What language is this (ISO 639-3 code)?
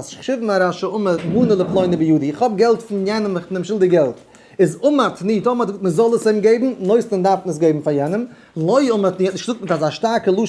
yid